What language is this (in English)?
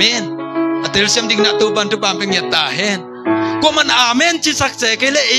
Tedim Chin